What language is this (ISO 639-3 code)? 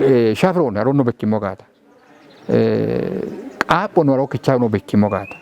kbr